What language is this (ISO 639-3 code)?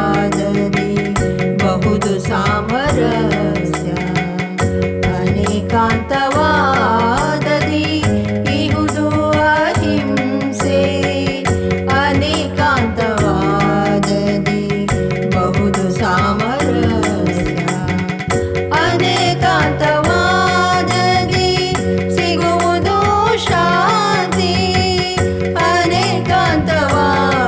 kan